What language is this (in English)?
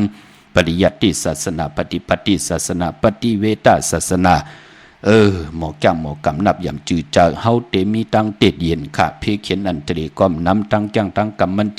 Shan